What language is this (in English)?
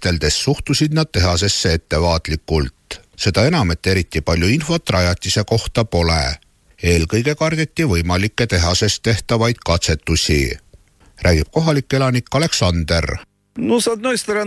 Estonian